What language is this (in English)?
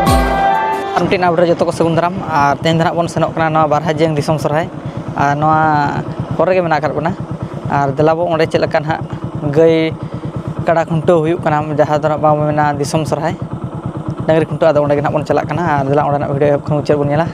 Santali